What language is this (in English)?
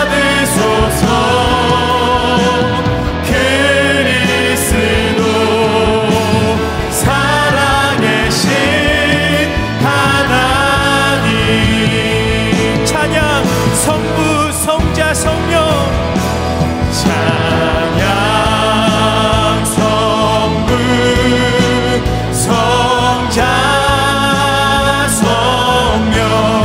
Korean